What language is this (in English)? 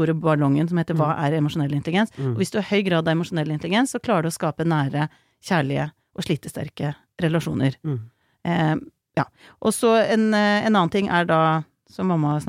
Norwegian